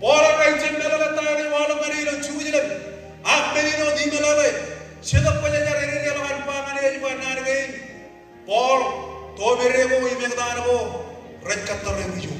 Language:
Marshallese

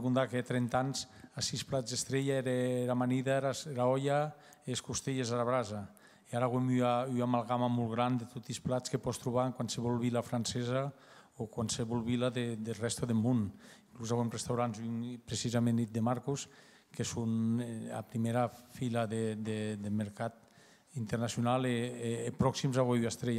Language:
Occitan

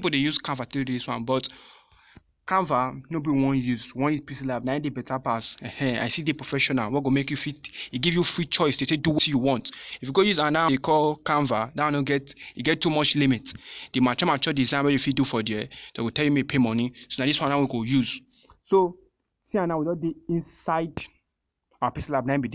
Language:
Nigerian Pidgin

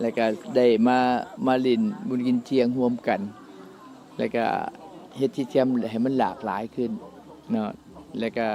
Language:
Lao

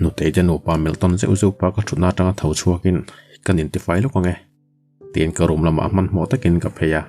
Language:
Mizo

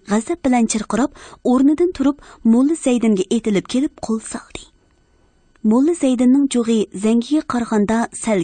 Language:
Uyghur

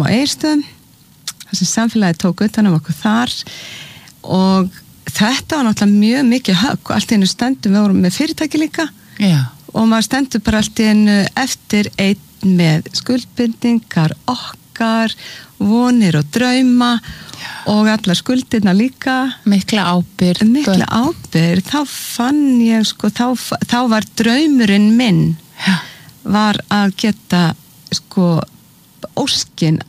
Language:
Icelandic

